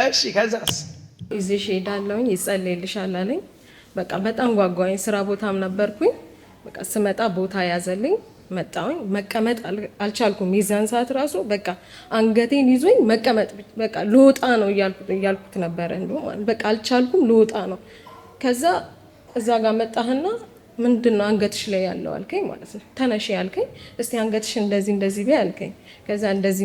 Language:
Amharic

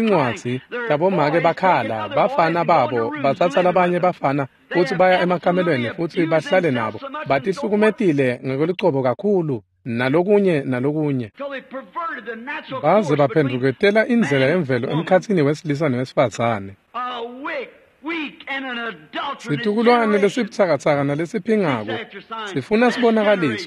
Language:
Swati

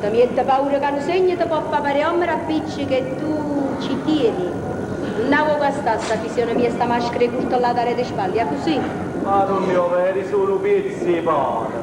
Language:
Neapolitan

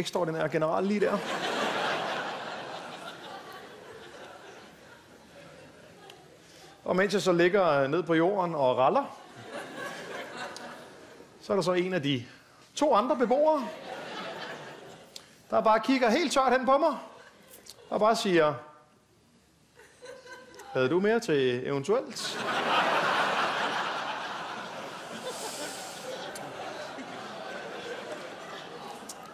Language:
Danish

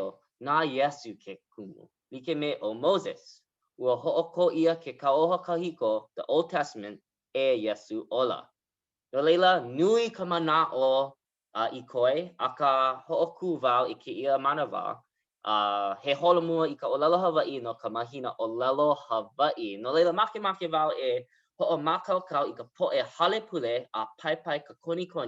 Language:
Hawaiian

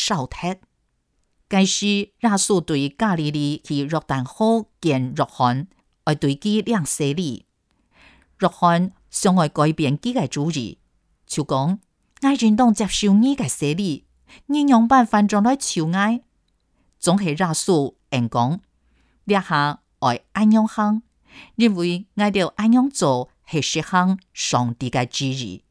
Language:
Hakka Chinese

